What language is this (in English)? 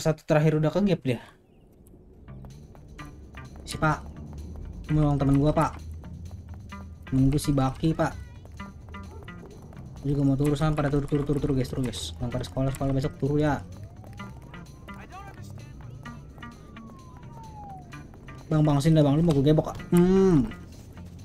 Indonesian